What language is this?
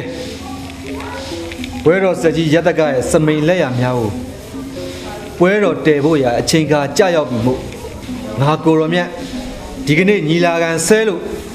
Burmese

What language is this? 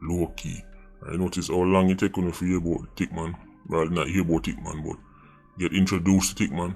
Jamaican Creole English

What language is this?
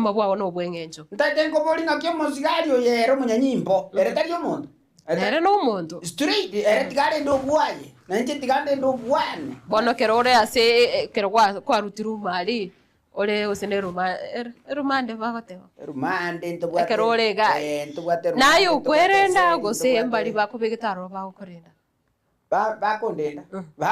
Gusii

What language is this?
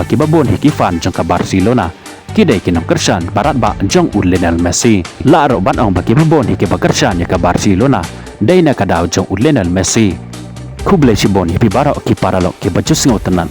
Khasi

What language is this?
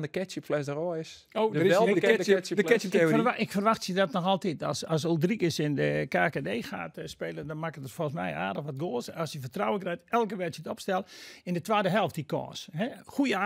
Western Frisian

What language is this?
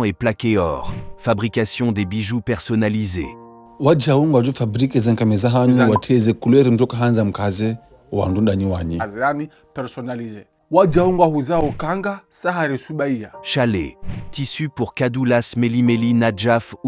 Ngazidja Comorian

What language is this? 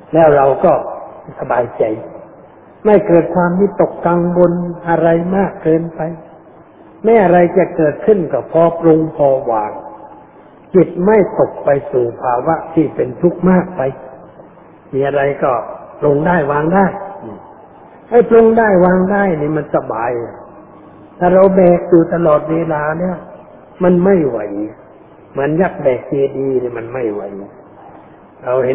Thai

